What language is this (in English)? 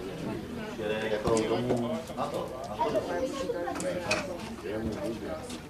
Czech